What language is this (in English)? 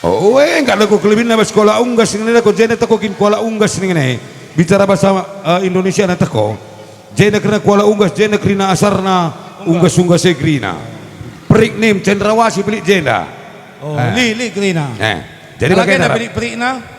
Batak Karo